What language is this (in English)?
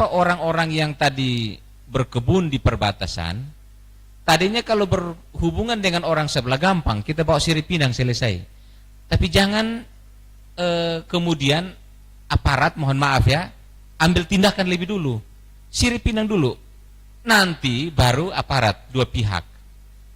Tetum